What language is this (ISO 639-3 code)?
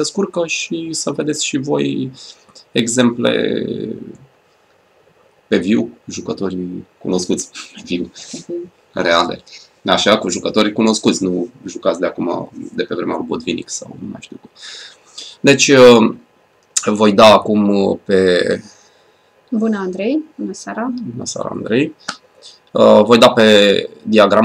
ron